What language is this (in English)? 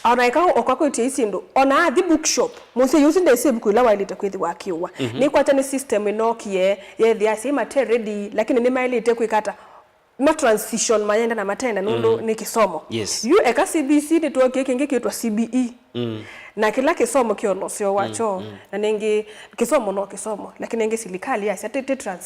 Kamba